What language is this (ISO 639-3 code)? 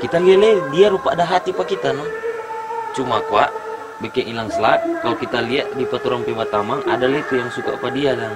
xmm